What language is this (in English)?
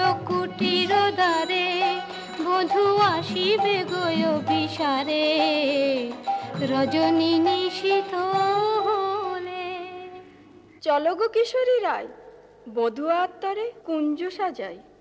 Bangla